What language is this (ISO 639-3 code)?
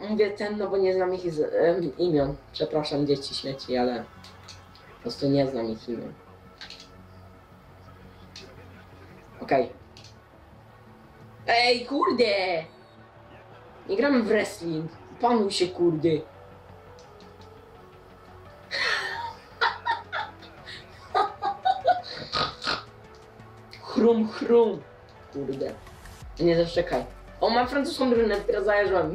pol